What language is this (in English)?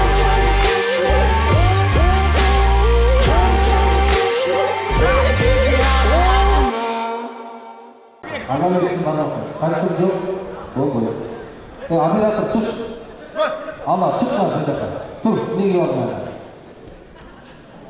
Kazakh